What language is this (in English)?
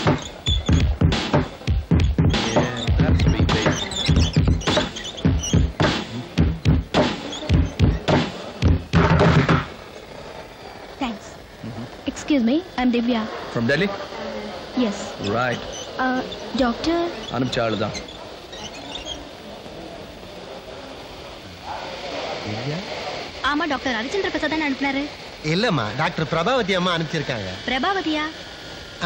Tamil